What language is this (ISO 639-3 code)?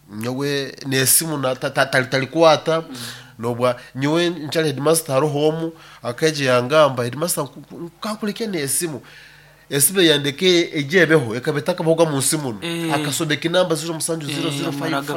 nyo